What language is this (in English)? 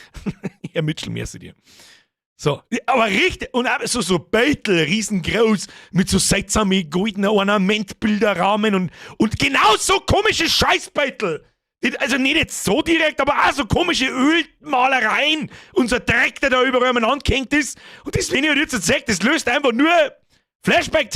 Bavarian